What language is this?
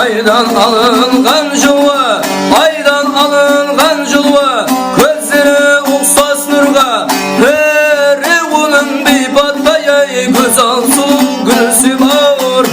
Kara-Kalpak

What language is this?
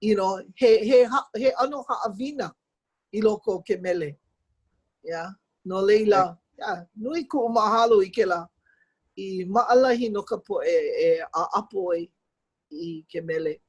Hawaiian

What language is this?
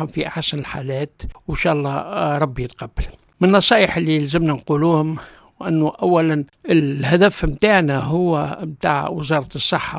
Tunisian Arabic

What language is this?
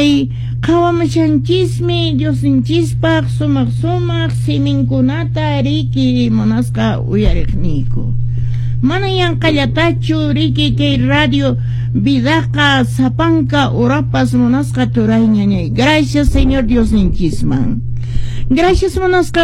Quechua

